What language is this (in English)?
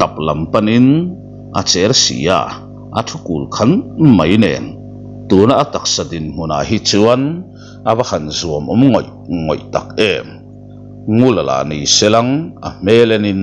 Mizo